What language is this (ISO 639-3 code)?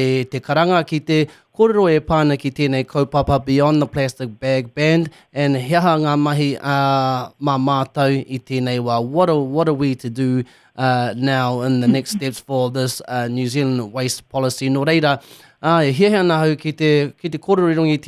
mri